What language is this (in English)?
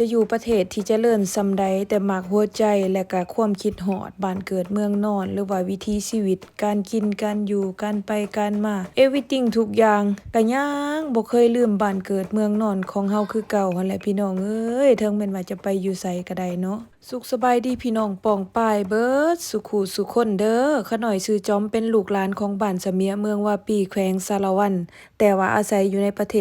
Lao